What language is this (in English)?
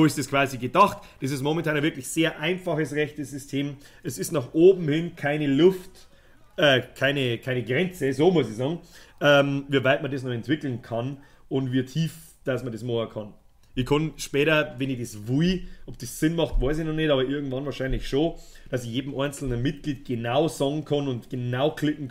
Bavarian